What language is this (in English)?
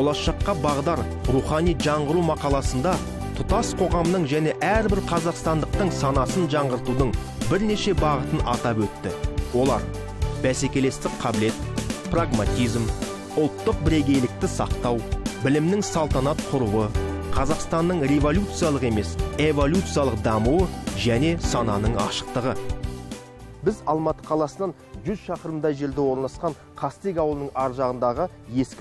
Kazakh